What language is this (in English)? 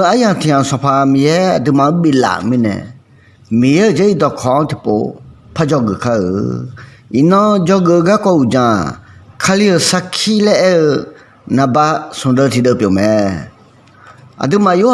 Akha